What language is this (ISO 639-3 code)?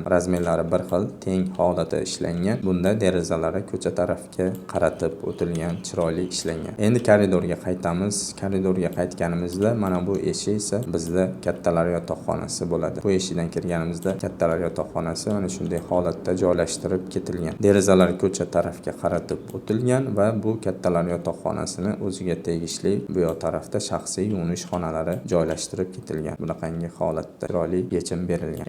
uzb